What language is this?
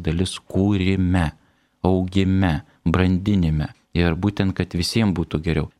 Lithuanian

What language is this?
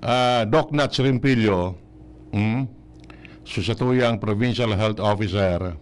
Bikol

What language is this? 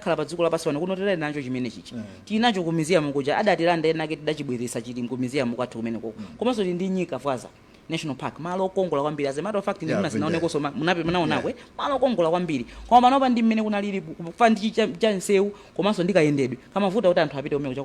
Nyanja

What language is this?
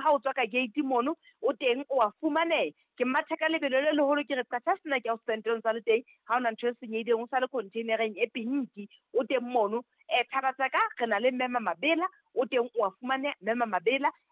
Southern Sotho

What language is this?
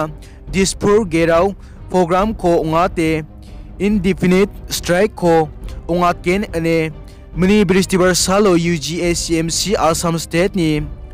Garo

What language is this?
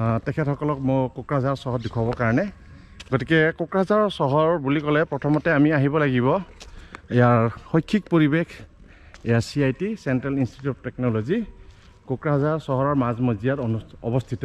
Assamese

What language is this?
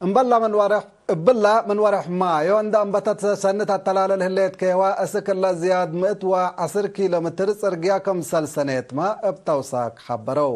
Tigre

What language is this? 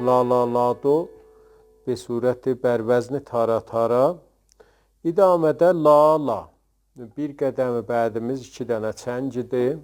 South Azerbaijani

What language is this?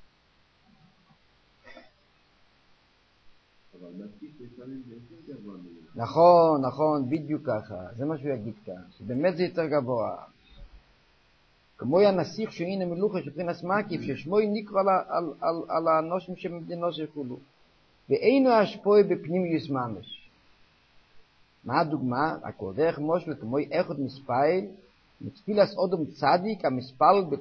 Hebrew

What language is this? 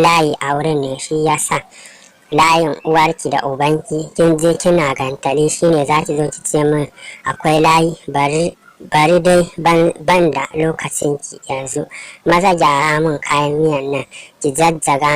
Hausa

